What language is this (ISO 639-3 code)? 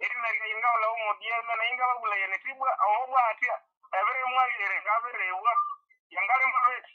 nnb